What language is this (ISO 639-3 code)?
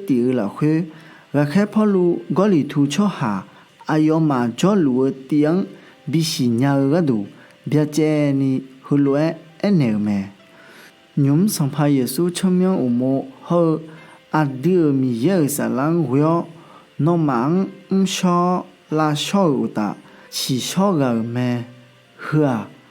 ahk